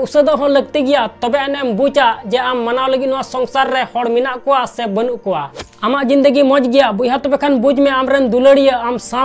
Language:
Santali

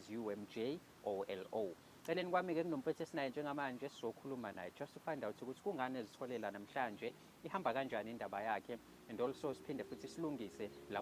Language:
Zulu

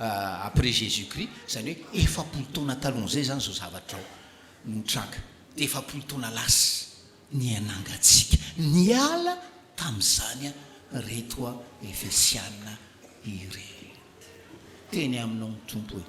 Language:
Malagasy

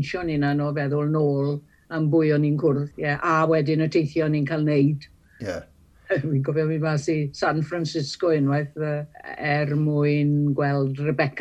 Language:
Welsh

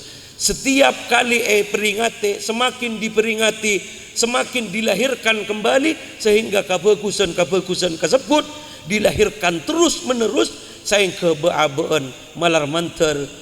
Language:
Madurese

